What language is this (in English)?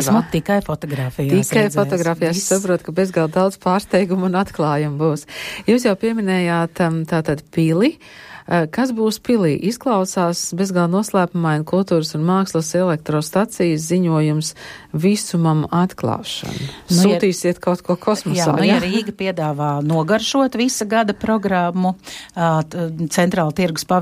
Latvian